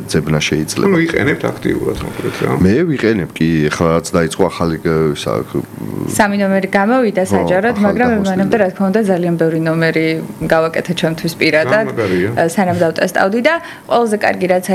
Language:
Georgian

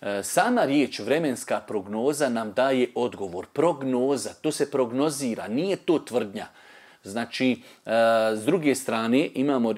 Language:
Bosnian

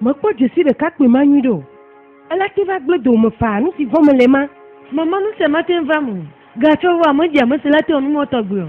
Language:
Ewe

